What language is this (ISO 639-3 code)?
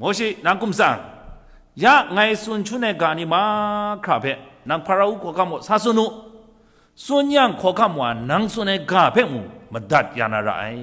kac